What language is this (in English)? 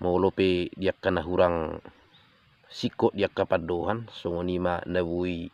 Batak Toba